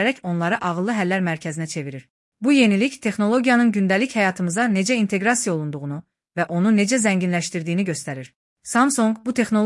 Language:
Azerbaijani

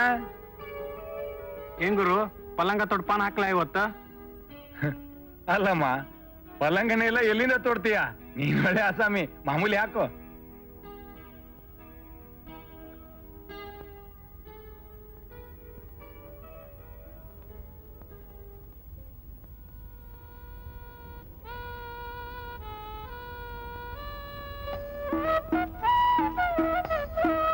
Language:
Kannada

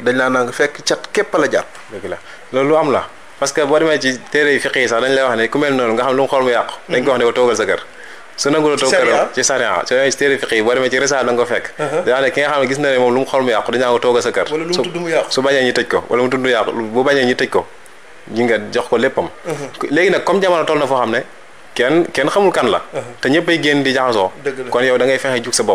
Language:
Wolof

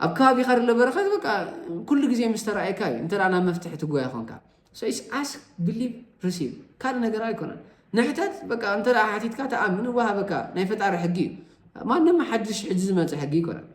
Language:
Tigrinya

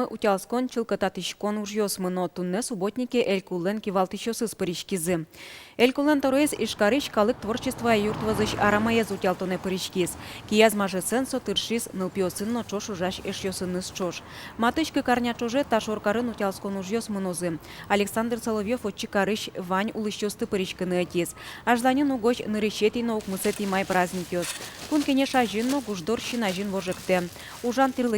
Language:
Udmurt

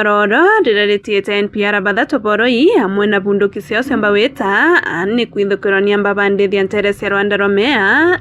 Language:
Meru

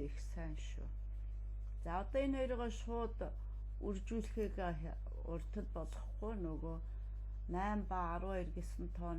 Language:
Mongolian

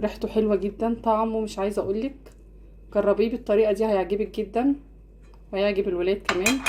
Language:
Egyptian Arabic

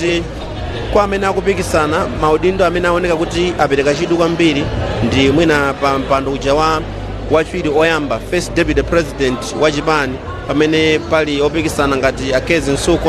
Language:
Nyanja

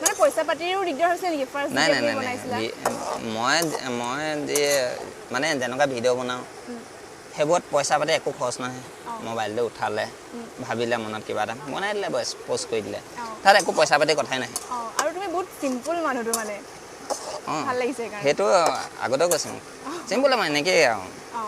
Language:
Assamese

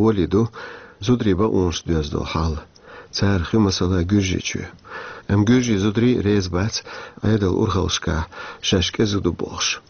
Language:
Chechen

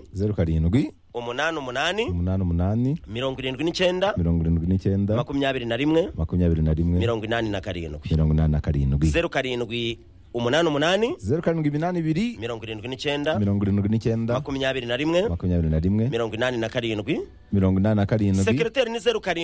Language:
Kinyarwanda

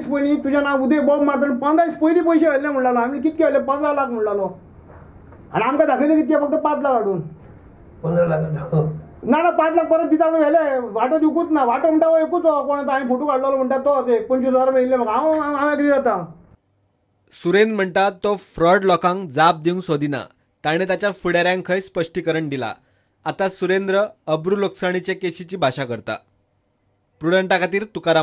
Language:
Konkani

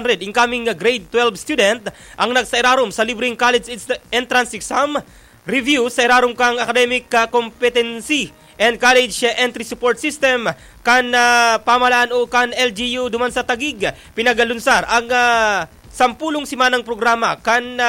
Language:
Bikol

